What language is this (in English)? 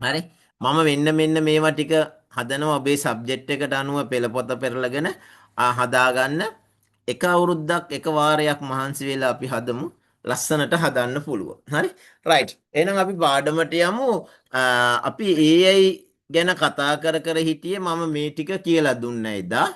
Sinhala